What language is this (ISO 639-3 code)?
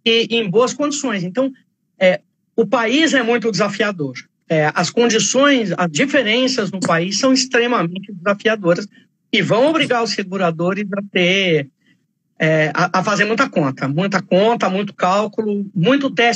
por